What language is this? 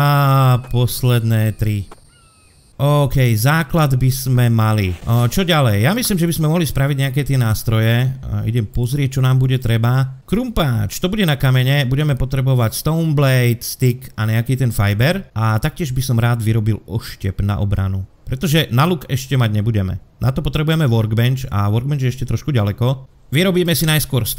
Slovak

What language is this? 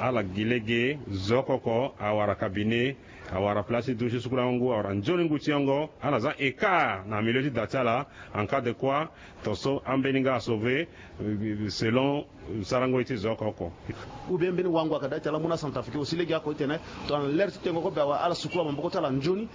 Sango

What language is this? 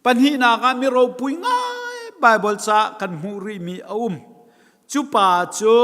Hakha Chin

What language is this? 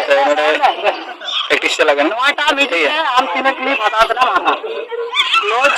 Santali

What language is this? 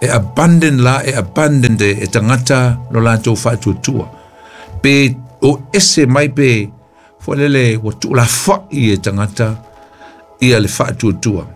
Samoan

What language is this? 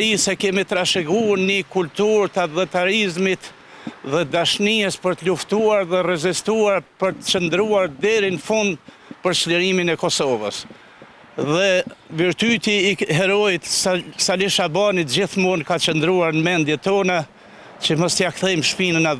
Albanian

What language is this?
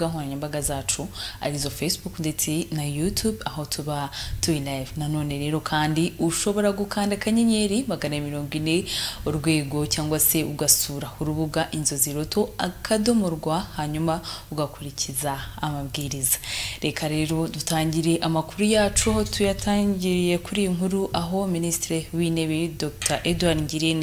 Kinyarwanda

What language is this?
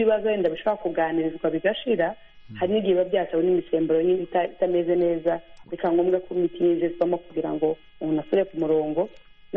Kinyarwanda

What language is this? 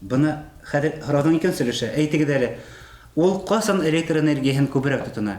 Bashkir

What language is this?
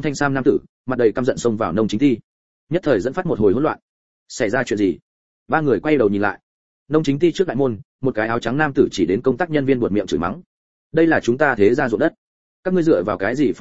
Vietnamese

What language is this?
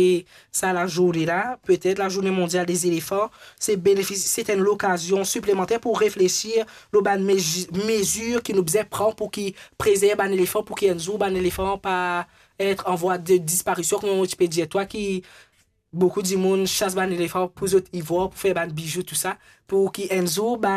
Morisyen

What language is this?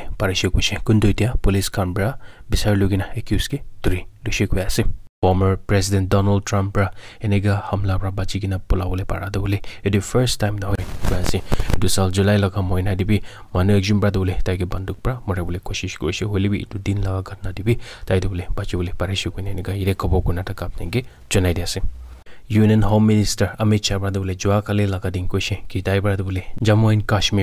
Naga Pidgin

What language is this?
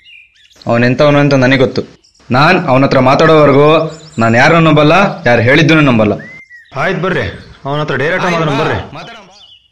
Kannada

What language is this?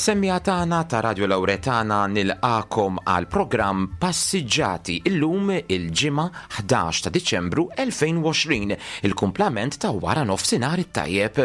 Maltese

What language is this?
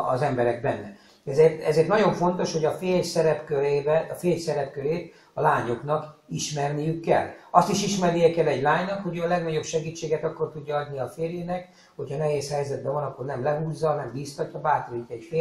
Hungarian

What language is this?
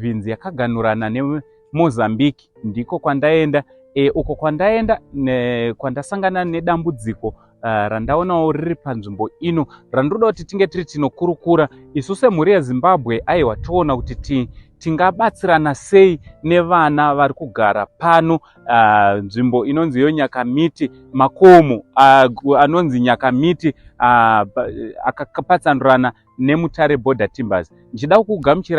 Shona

